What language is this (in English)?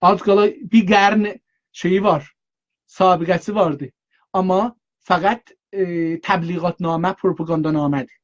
South Azerbaijani